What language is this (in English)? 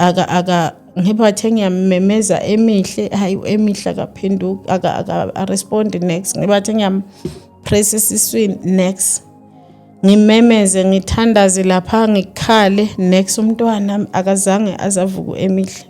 Zulu